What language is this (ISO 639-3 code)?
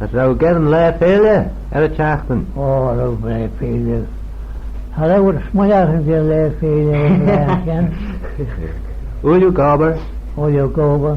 glv